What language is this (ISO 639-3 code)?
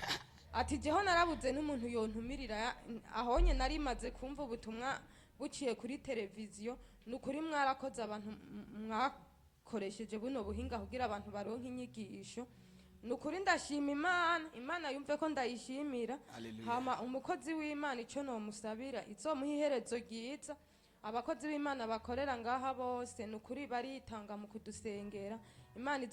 run